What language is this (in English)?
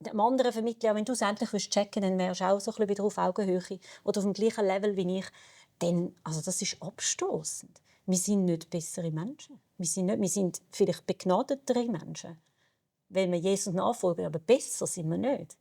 Swiss German